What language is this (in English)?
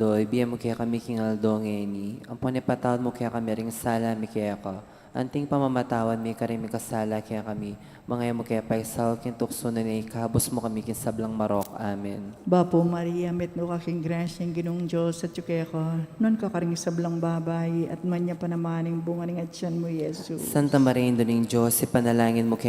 Pampanga